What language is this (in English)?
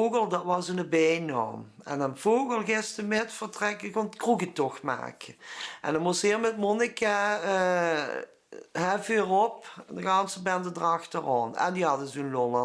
Limburgish